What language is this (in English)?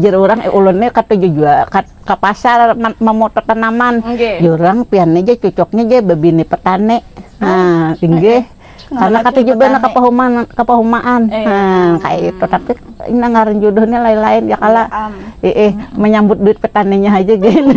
Banjar